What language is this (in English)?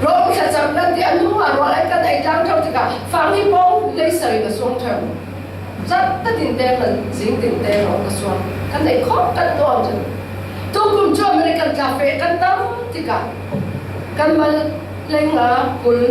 Falam Chin